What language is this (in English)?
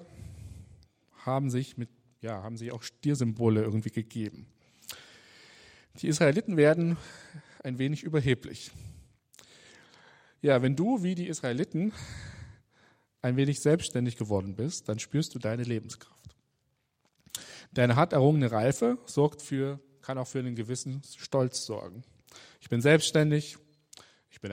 German